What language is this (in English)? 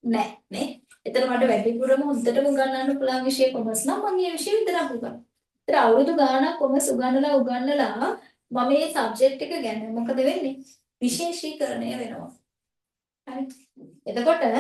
Sinhala